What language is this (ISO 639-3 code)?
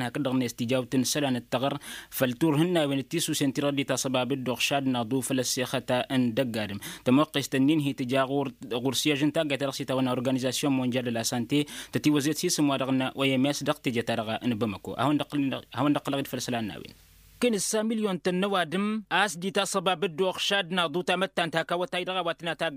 taq